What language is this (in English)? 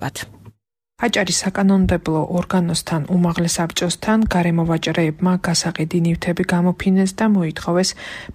Georgian